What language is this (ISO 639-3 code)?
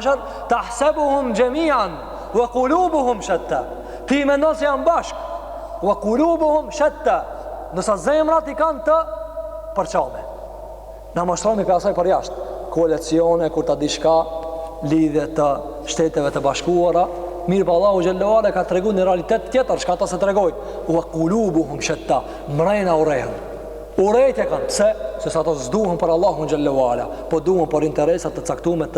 sqi